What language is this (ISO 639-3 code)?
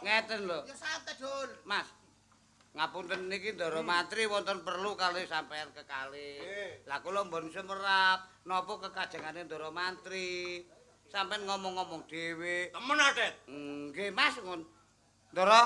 jav